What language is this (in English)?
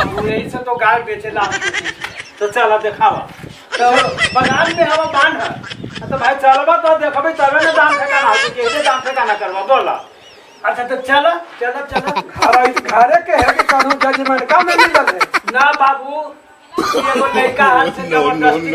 Magahi